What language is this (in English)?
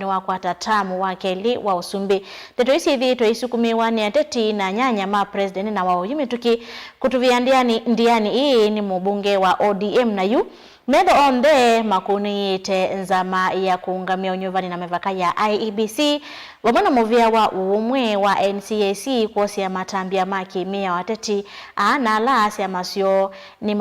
Kamba